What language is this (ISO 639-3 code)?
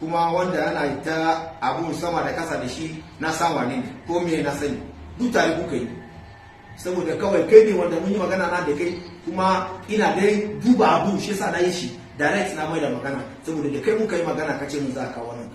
hau